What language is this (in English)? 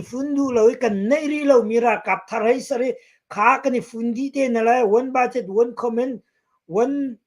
Hakha Chin